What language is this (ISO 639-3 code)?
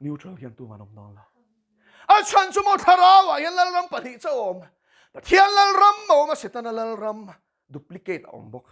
lus